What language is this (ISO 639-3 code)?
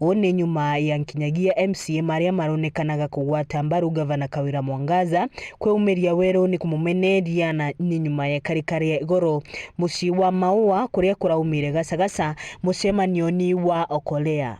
mer